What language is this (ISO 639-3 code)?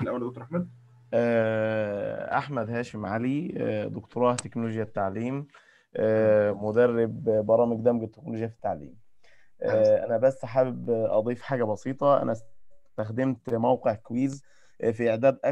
arz